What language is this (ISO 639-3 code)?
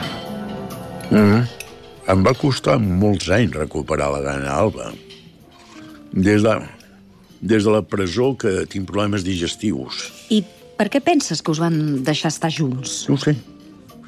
cat